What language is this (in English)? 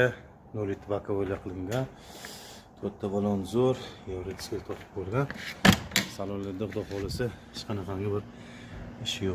Uzbek